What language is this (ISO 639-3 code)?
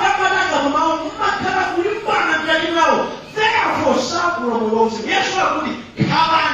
nya